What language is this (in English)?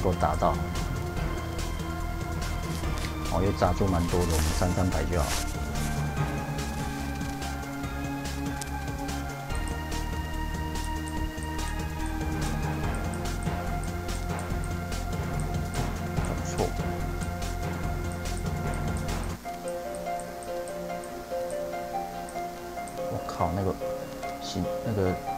Chinese